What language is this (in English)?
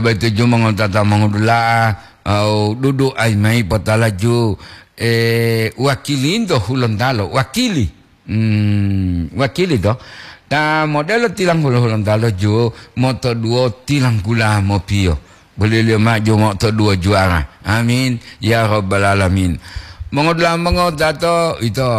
Gorontalo